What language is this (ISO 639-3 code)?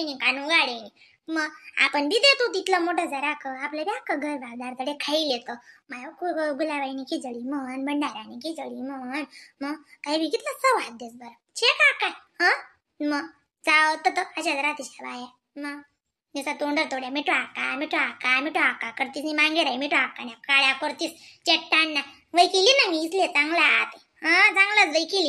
khn